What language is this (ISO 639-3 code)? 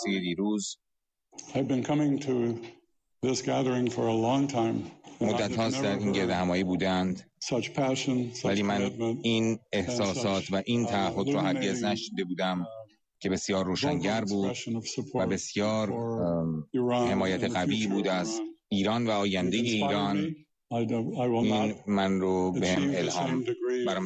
fas